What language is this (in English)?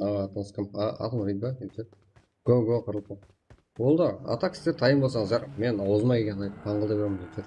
Kara-Kalpak